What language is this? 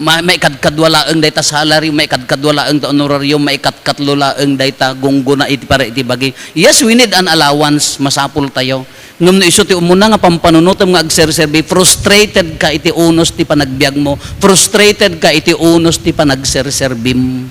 Iloko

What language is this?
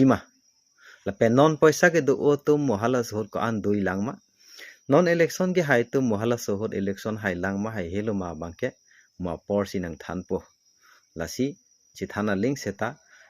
Karbi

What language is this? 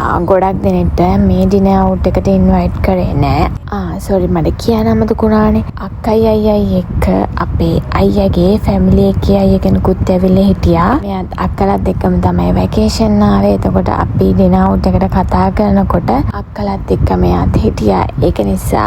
Sinhala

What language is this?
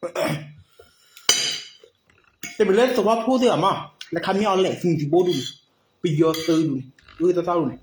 S'gaw Karen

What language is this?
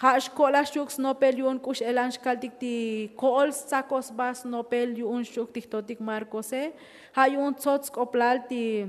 Tzotzil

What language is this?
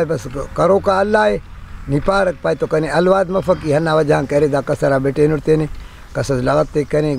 Brahui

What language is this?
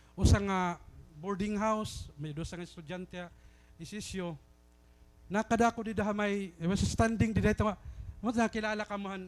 Waray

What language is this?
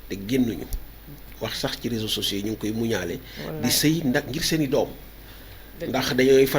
Wolof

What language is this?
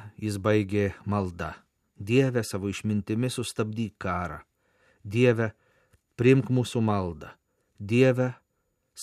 Lithuanian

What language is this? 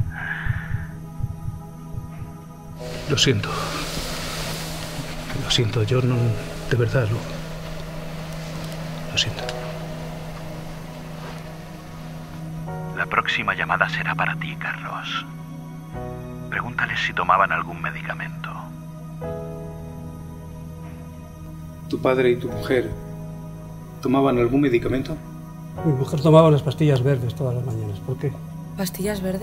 Spanish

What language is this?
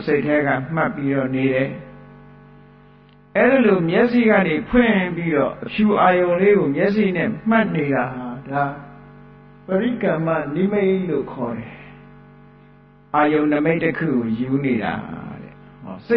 Burmese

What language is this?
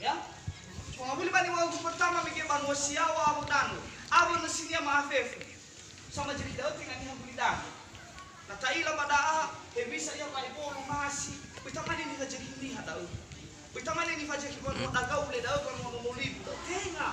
Nias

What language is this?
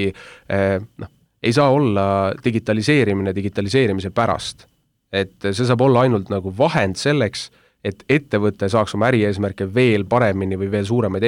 Estonian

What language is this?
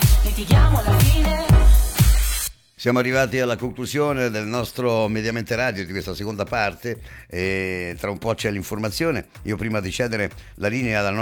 Italian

